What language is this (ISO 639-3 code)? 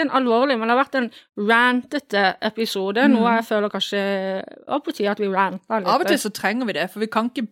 nor